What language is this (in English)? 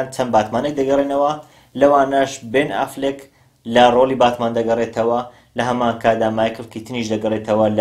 Central Kurdish